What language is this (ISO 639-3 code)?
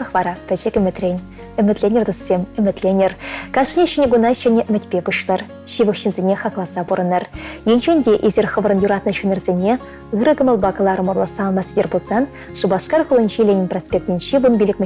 chv